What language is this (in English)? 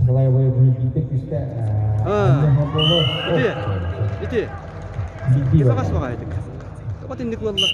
Yakut